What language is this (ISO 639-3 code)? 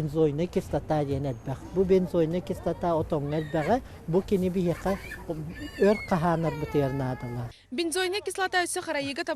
sah